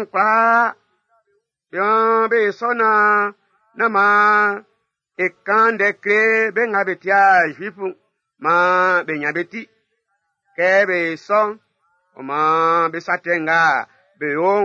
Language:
Baoulé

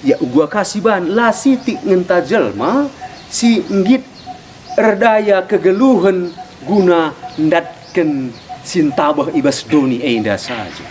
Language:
Batak Karo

